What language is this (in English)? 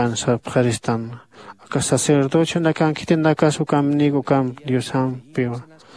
Aymara